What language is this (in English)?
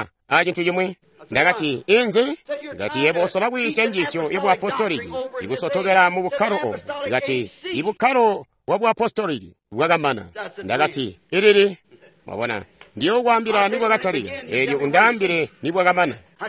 Tonga (Zambia)